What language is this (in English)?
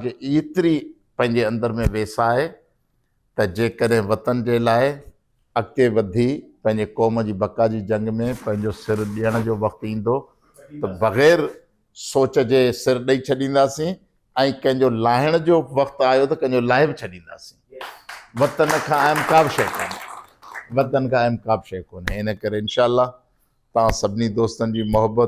Sindhi